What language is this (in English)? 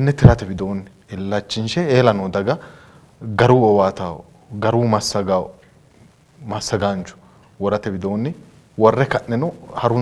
Sidamo